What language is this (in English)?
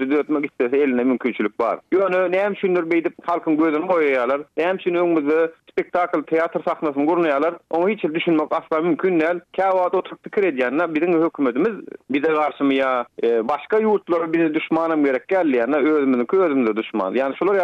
Turkmen